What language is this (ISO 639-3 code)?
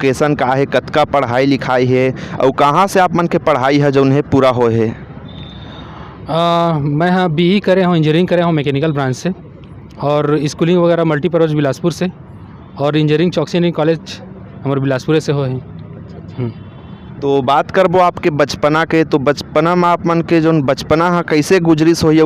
hne